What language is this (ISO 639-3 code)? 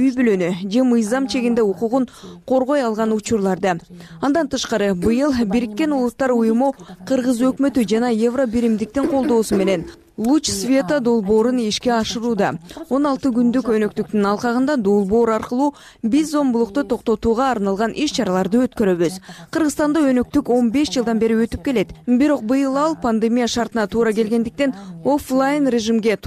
kir